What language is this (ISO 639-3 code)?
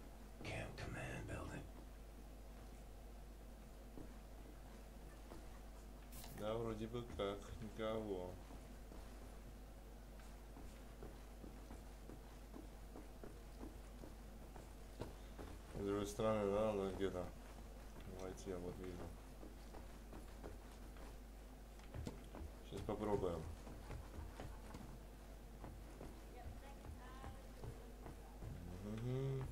rus